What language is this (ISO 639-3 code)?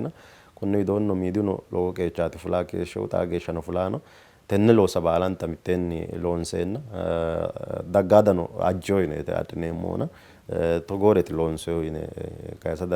sid